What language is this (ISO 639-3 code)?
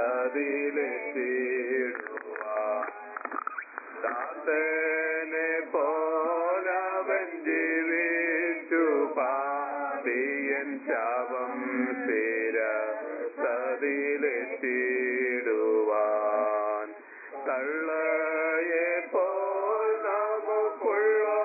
mal